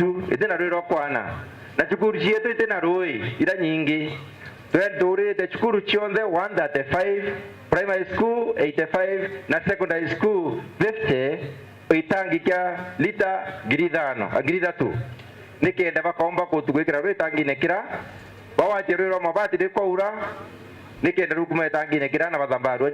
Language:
Meru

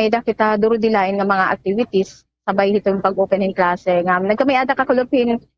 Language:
Waray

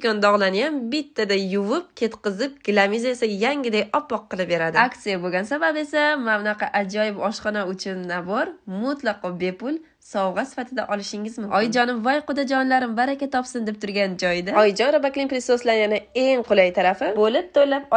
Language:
Uzbek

